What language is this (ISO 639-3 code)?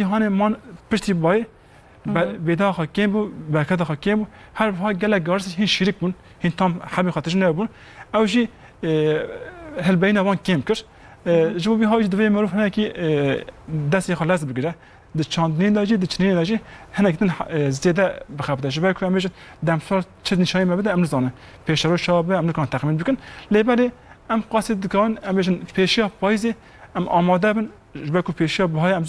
kur